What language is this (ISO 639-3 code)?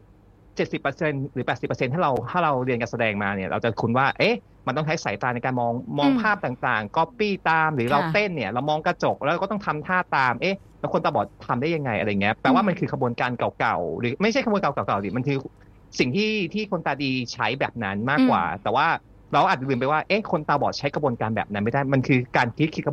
tha